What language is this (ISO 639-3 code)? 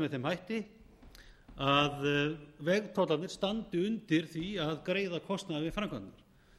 isl